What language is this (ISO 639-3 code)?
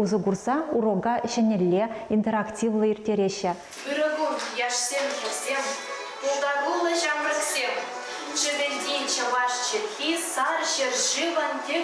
chv